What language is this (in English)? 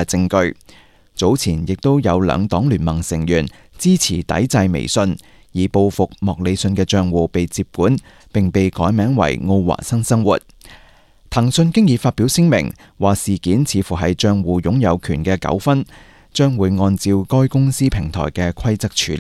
Cantonese